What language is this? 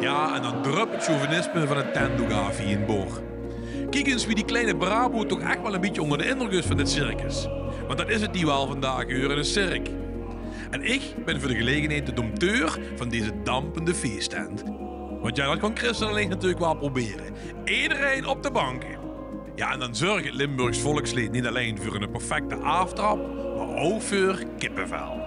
Limburgish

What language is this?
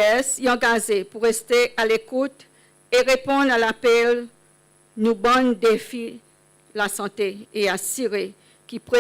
Seselwa Creole French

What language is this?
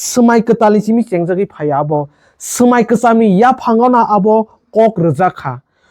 Kok Borok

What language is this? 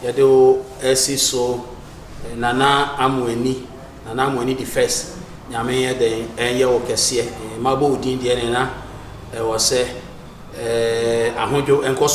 Akan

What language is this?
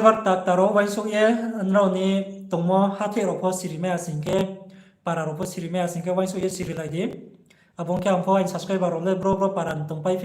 Riang (India)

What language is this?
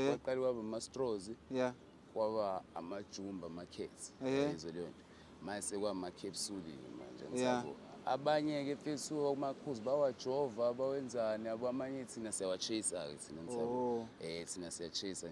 Zulu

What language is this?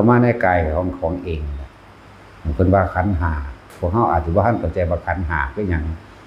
Northeastern Thai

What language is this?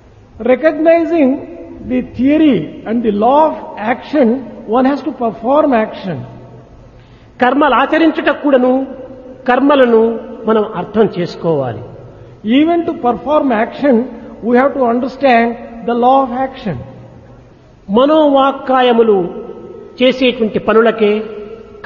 Telugu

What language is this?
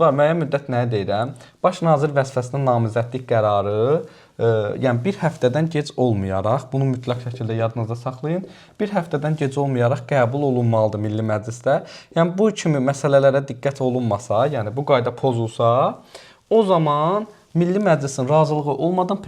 Azerbaijani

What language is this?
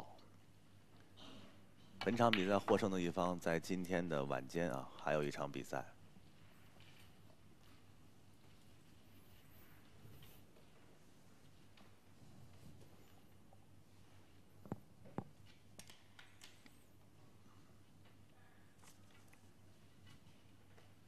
Chinese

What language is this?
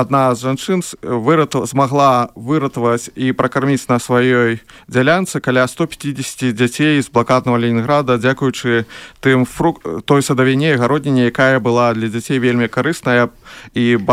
Belarusian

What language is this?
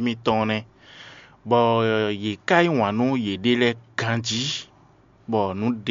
Fon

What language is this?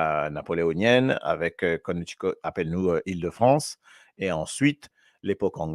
Morisyen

